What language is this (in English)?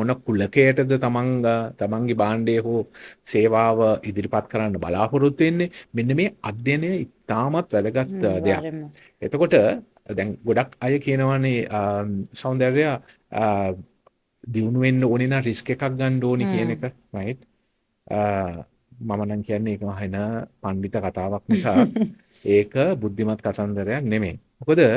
Sinhala